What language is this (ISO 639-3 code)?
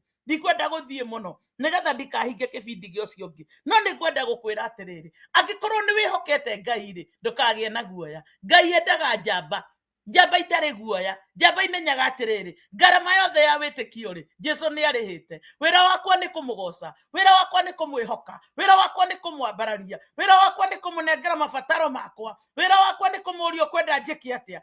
kik